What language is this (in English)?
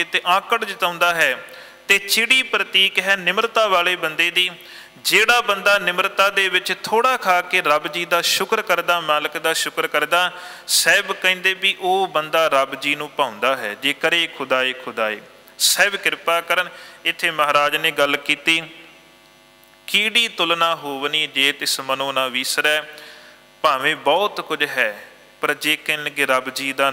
Punjabi